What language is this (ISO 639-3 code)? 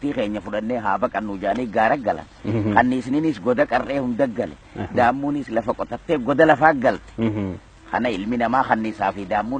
orm